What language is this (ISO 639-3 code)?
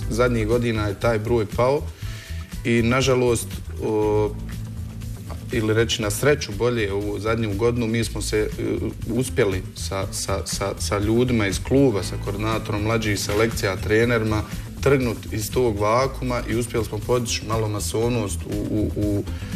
bos